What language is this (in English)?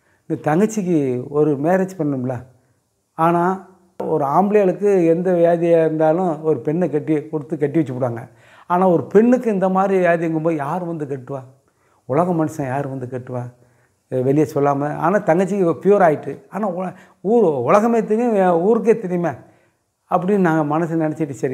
Tamil